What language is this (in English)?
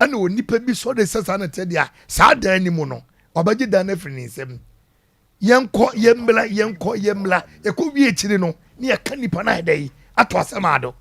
Akan